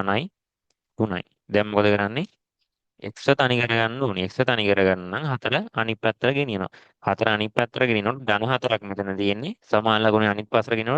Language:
Sinhala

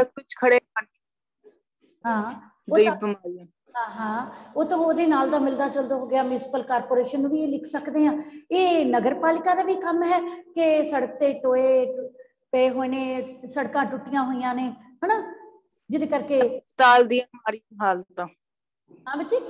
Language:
Punjabi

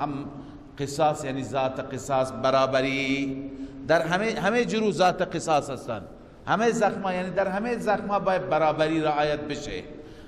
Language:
Persian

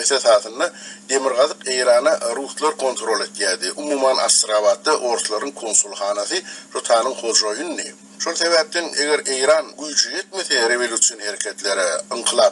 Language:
Turkmen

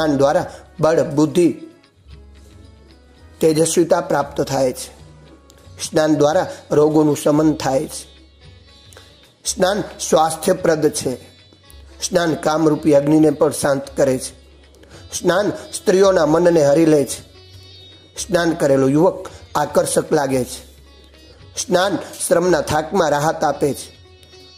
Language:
Gujarati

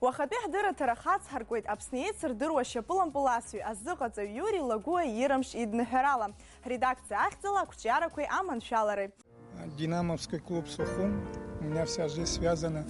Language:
Abkhazian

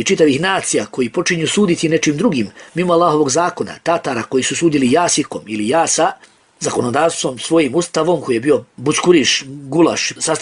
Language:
Bosnian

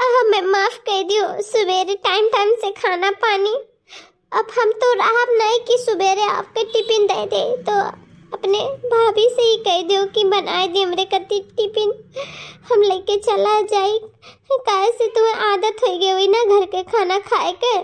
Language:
Awadhi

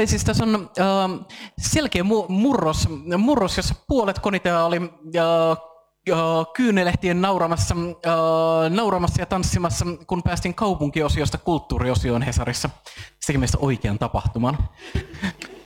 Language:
Finnish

